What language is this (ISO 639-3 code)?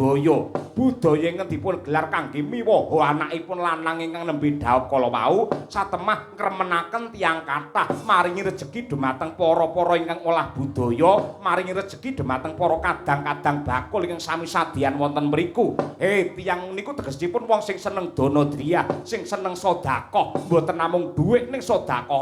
jav